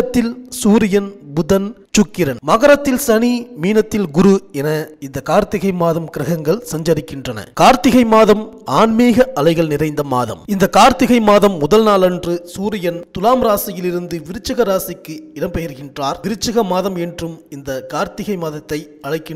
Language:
Tamil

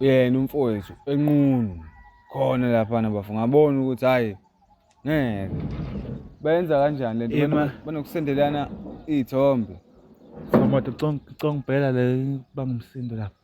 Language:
Zulu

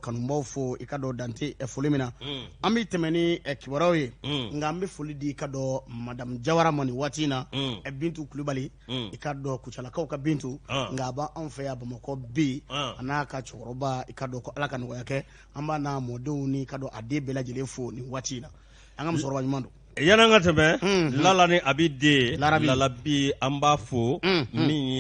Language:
Bambara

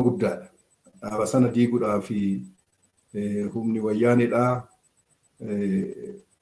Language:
Oromo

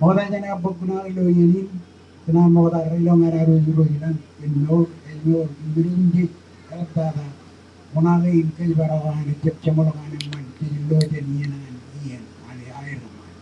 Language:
Marshallese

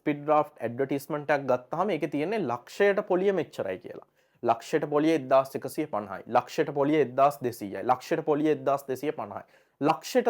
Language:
Sinhala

